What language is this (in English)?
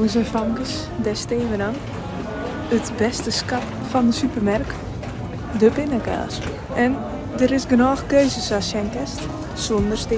Western Frisian